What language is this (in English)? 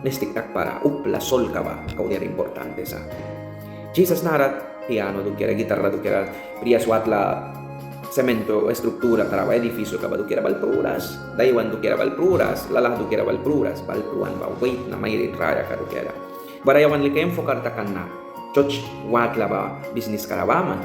Mískito